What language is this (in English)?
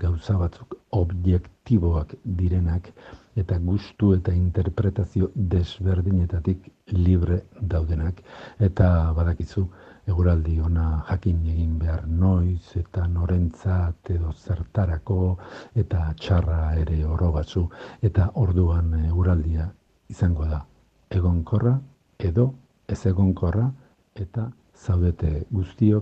Basque